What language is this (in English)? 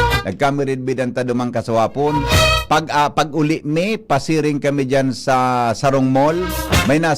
Bikol